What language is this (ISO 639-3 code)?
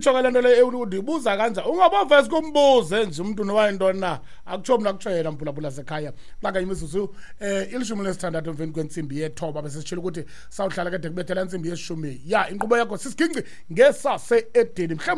xho